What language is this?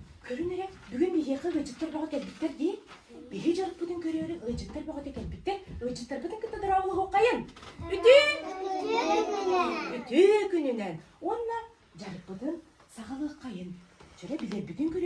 Yakut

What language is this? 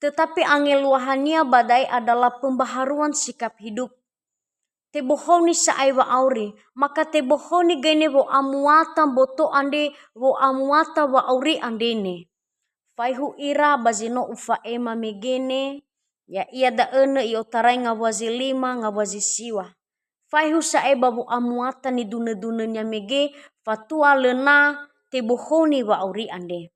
Nias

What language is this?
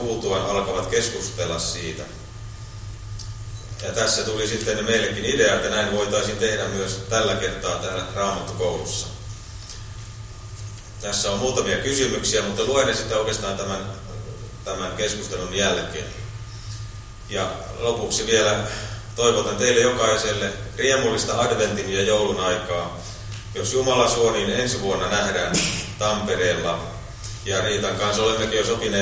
Finnish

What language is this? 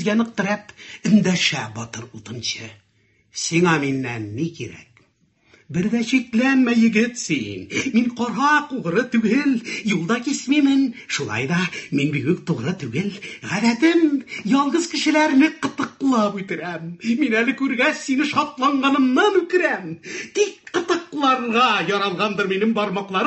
Tatar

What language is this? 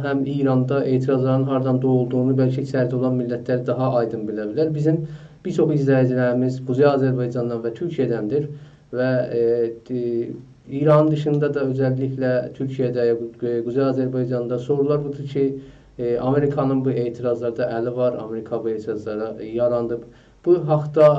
South Azerbaijani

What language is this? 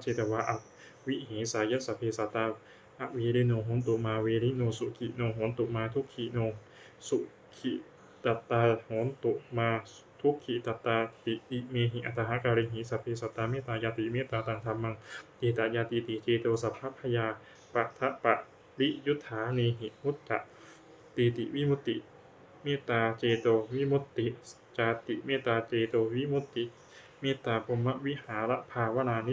Pali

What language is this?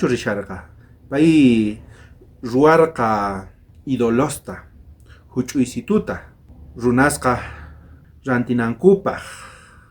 South Bolivian Quechua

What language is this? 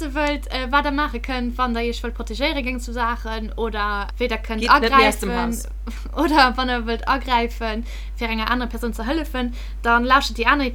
Luxembourgish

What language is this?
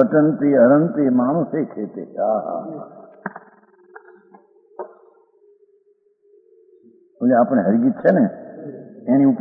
Gujarati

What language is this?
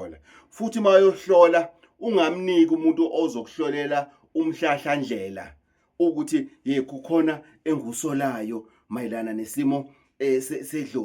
Zulu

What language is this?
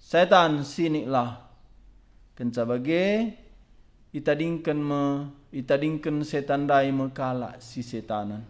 Batak Karo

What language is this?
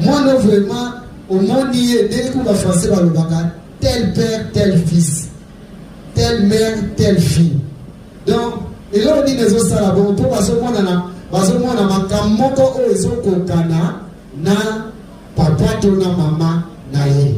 Lingala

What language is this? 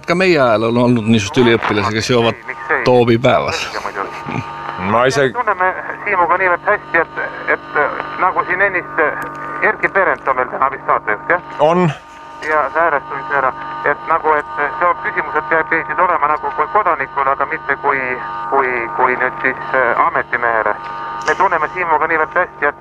Estonian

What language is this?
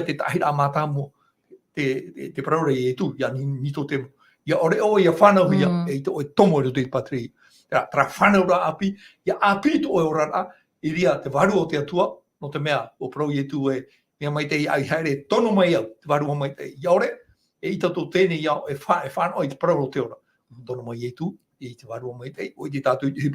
Tahitian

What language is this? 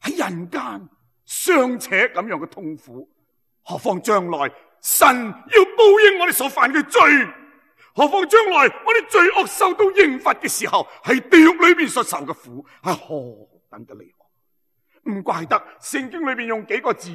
Cantonese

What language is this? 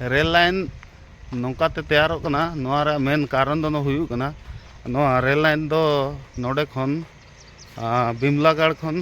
Santali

